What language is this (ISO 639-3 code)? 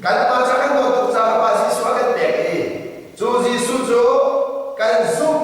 cnh